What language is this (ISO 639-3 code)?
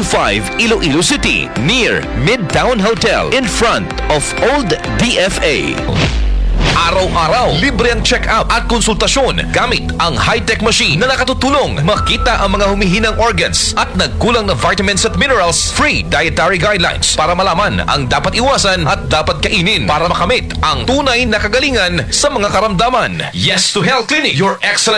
fil